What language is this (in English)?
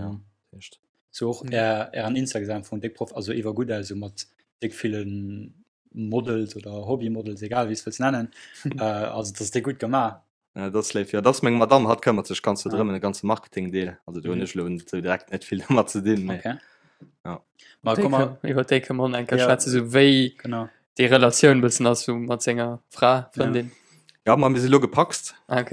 Luxembourgish